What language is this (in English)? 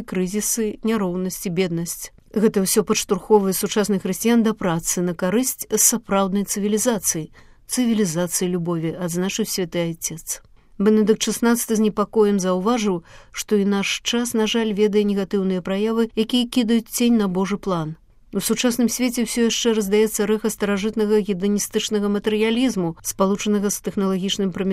Belarusian